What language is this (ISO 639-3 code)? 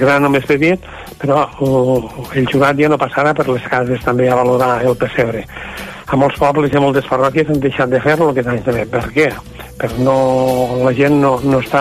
cat